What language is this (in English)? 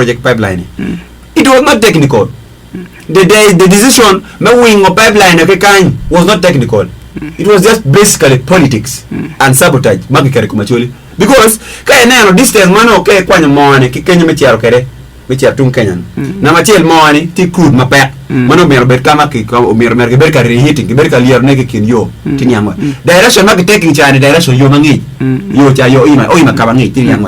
Acoli